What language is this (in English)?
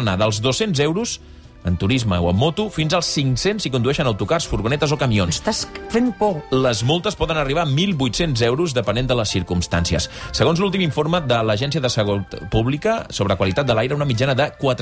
Catalan